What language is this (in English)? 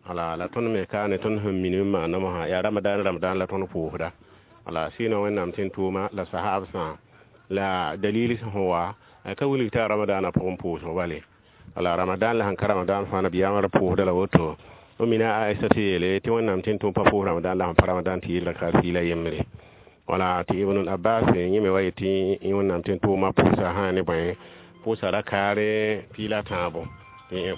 Mossi